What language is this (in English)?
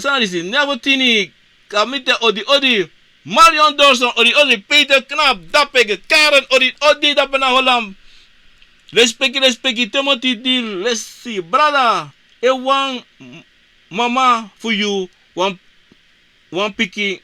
Sranan Tongo